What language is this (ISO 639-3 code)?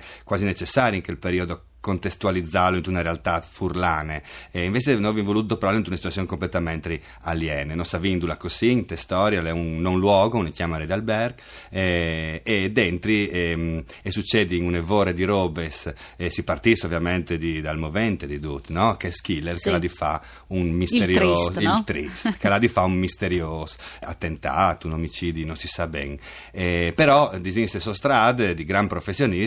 fur